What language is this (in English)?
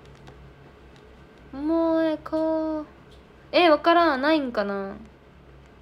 Japanese